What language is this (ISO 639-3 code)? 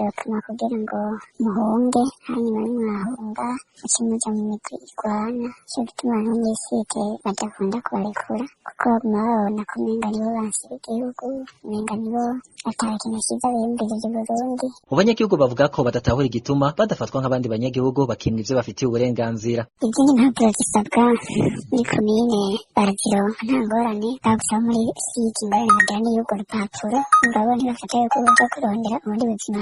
run